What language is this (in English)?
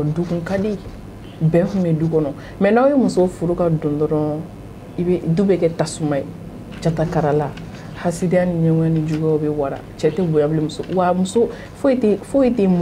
Bambara